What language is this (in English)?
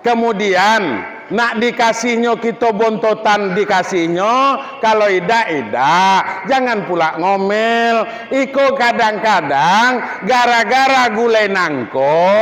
Minangkabau